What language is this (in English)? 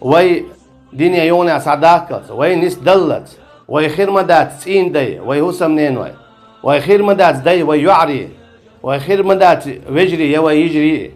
Chechen